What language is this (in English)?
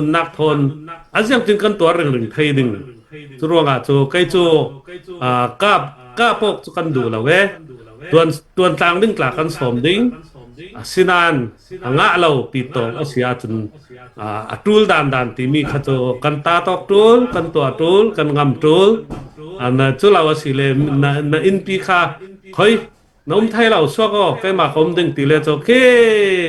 Falam Chin